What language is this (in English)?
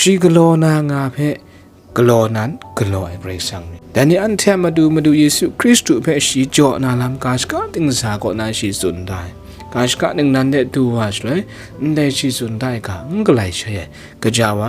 Kachin